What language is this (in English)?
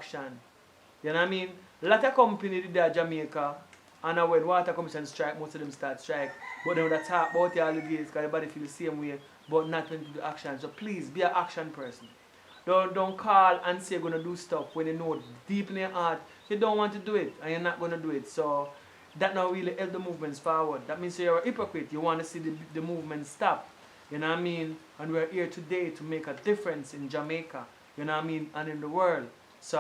Jamaican Creole English